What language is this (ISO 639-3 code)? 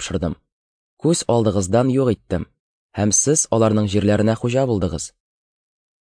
tat